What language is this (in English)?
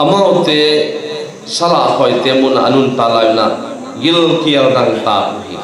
Tedim Chin